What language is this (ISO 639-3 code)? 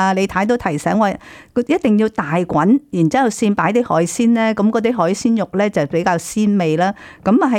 yue